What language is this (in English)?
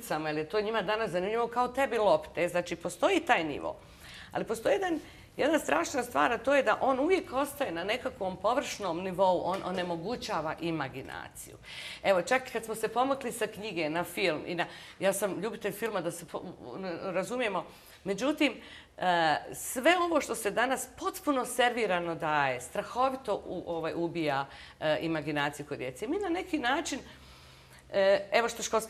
Bosnian